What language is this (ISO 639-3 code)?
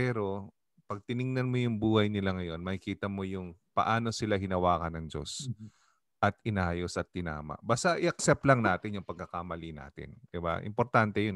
fil